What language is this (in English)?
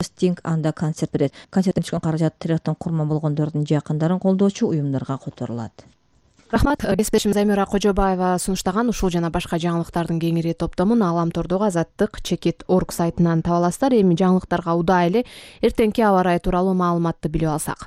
Kyrgyz